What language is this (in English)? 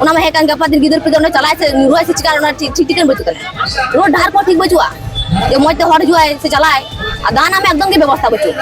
Santali